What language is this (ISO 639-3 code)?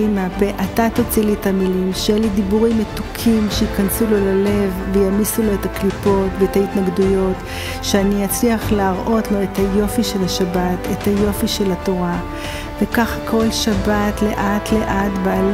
heb